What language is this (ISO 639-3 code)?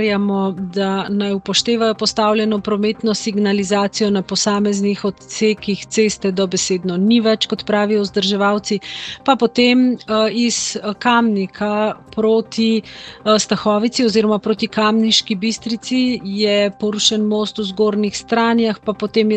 slv